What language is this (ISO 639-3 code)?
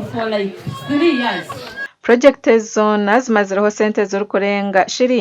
nyn